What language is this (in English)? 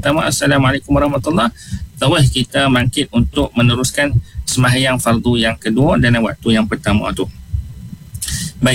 Malay